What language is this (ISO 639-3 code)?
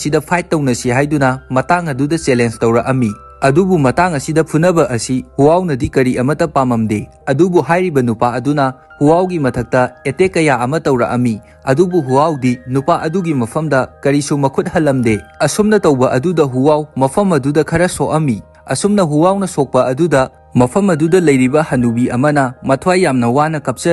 mni